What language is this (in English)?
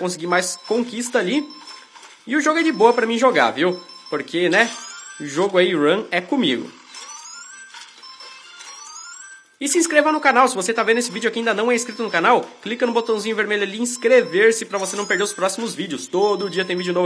Portuguese